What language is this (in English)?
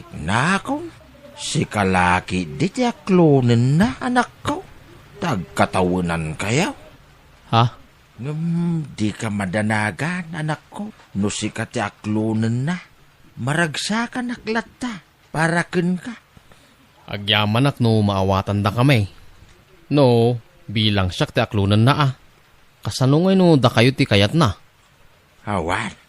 Iloko